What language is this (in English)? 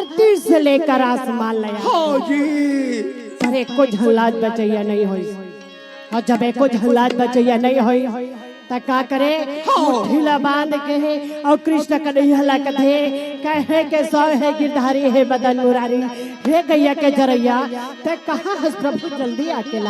Chhattisgarhi